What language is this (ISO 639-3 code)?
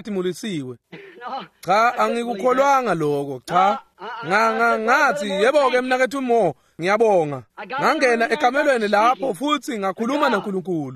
ssw